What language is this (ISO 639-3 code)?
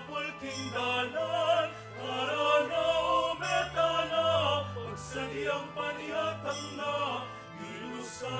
pam